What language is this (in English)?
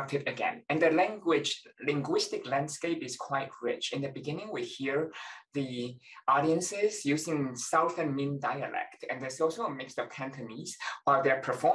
English